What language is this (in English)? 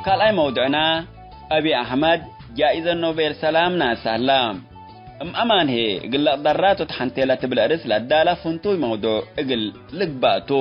Tigre